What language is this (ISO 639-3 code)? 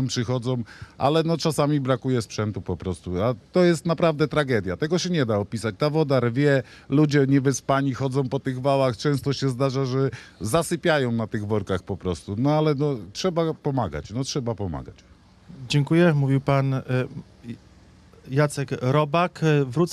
pol